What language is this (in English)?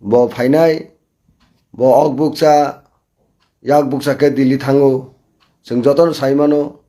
Kok Borok